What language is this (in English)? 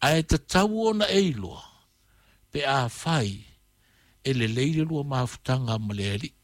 Samoan